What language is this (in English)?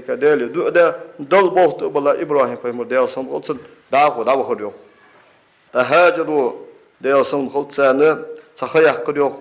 Ingush